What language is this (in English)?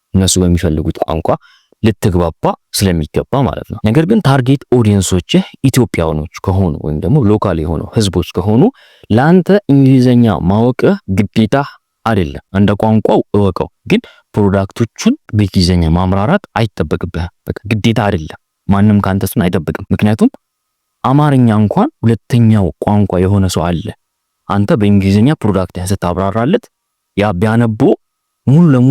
Amharic